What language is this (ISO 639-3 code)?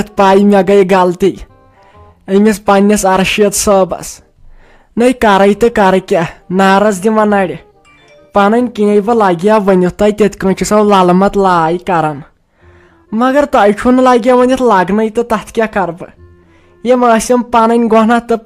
kas